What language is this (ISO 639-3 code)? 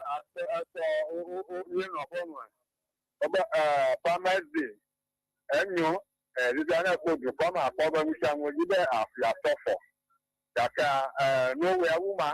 ewe